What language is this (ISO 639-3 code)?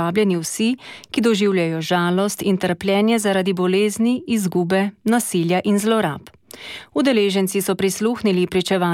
slv